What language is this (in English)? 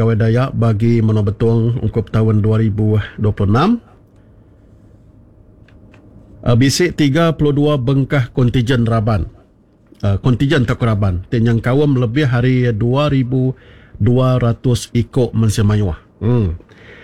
Iban